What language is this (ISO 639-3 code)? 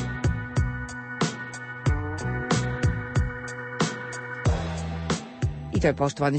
hrv